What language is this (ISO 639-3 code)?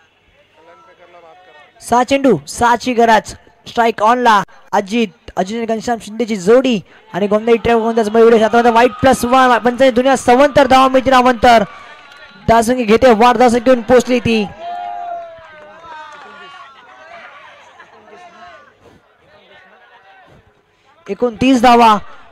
mar